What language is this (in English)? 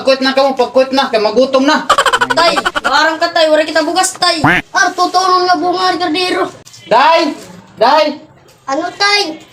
Waray